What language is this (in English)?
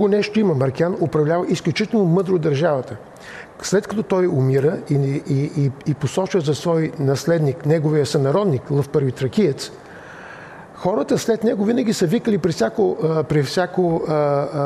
Bulgarian